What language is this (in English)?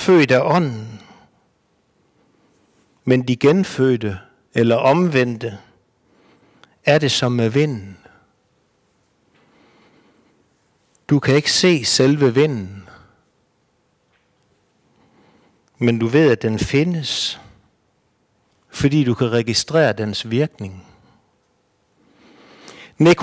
Danish